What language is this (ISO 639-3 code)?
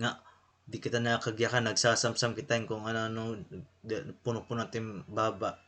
war